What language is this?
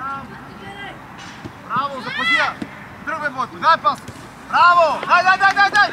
Bulgarian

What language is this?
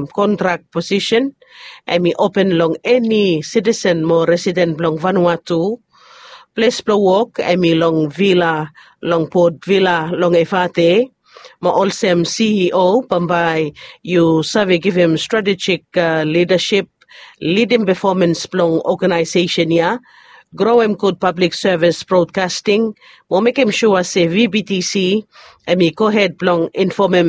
Bislama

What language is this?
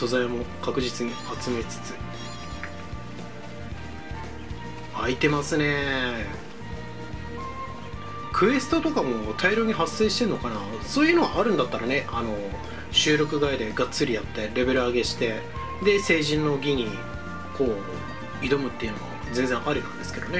Japanese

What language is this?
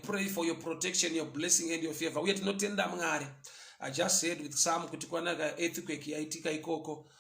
Shona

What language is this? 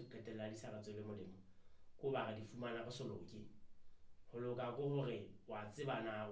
Southern Sotho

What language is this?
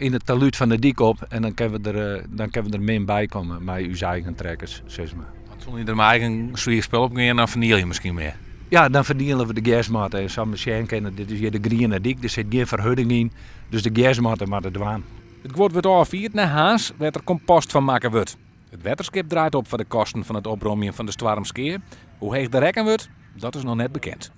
Western Frisian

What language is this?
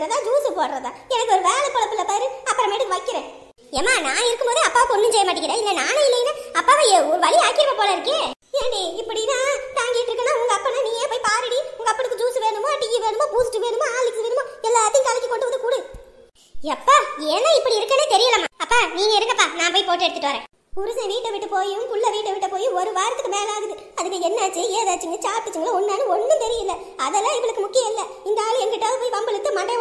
Tamil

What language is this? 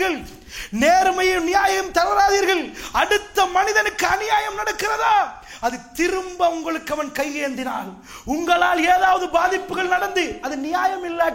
Tamil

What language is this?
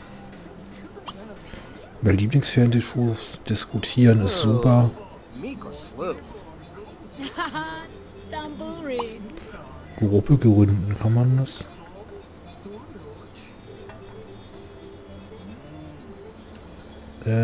German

